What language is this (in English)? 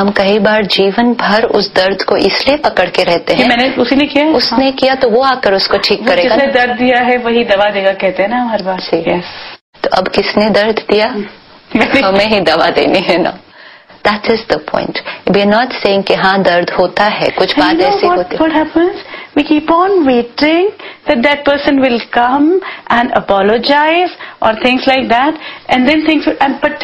Hindi